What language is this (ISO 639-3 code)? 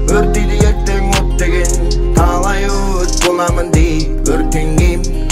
kaz